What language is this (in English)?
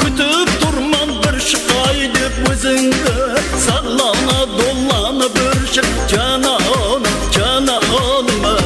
Kara-Kalpak